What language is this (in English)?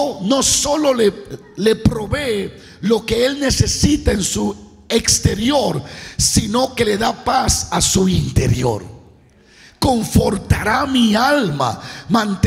Spanish